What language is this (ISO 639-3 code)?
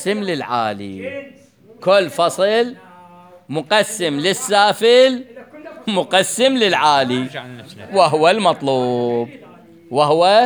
acm